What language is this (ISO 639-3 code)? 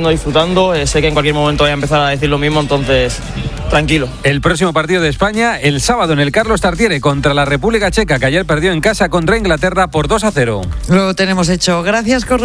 spa